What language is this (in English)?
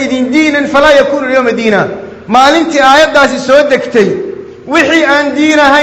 Somali